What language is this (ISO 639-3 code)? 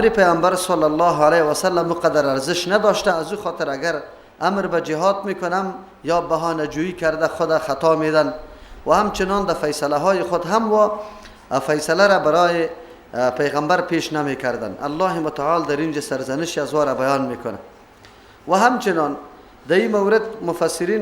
fas